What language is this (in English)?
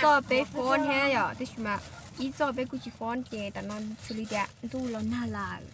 Hmong